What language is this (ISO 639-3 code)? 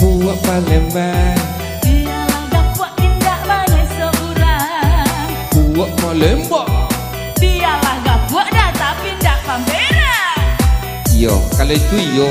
min